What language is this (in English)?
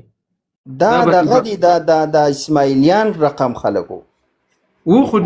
Pashto